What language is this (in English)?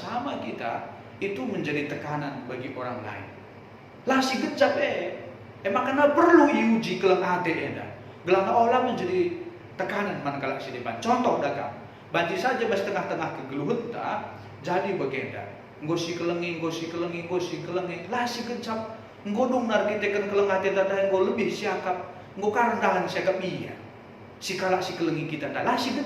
Batak Karo